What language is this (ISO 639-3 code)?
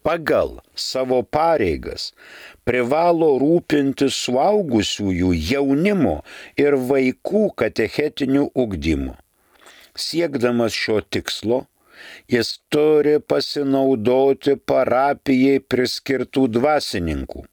lit